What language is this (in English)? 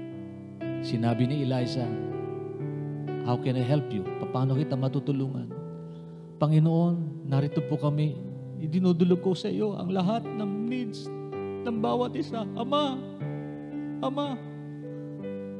Filipino